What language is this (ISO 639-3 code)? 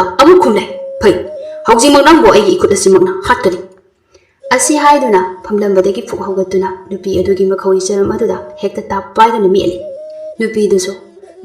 mni